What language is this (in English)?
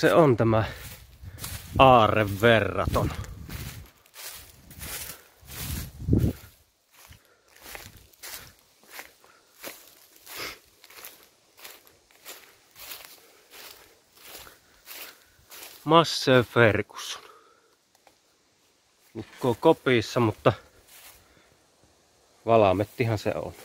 Finnish